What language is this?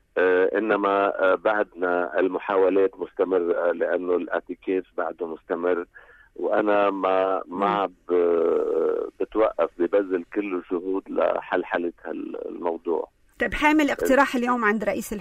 North Levantine Arabic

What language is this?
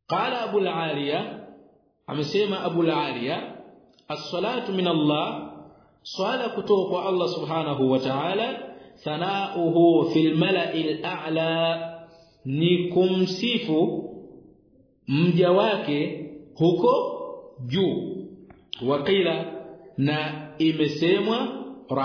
Swahili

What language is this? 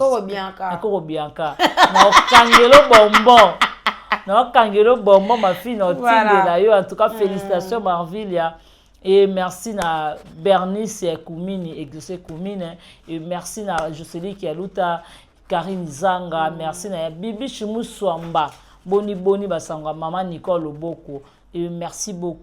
Lingala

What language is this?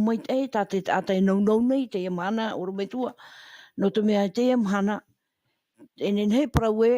Tahitian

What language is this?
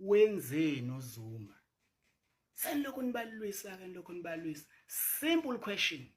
Zulu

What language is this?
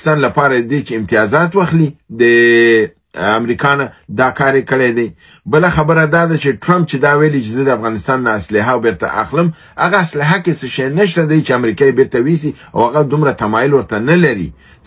Pashto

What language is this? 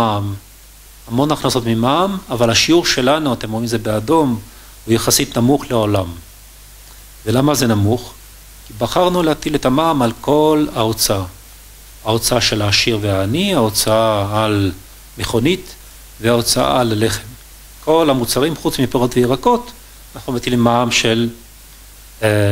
Hebrew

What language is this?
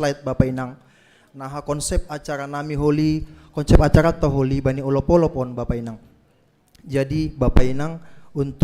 Batak Simalungun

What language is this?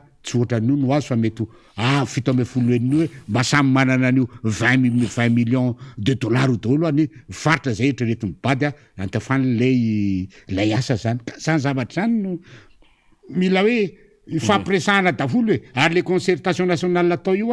Malagasy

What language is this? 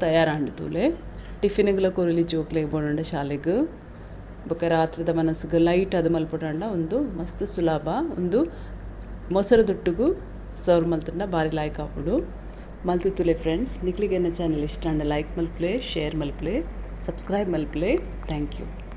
Tulu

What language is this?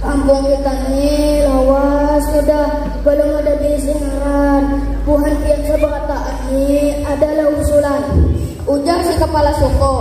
Banjar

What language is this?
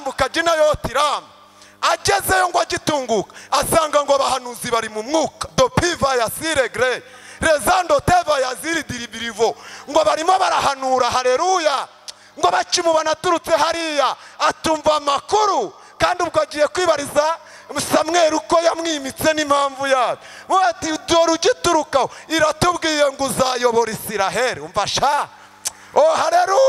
Kinyarwanda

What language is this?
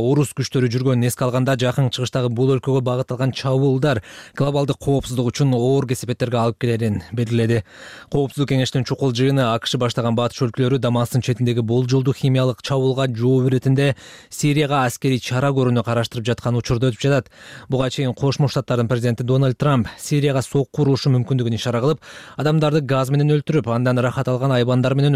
Kyrgyz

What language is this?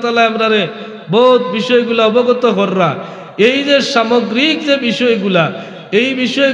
Sylheti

